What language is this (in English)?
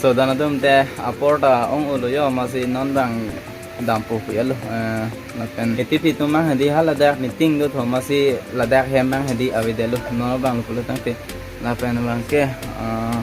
Karbi